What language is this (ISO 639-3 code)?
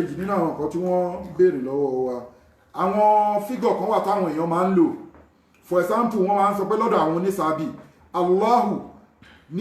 yor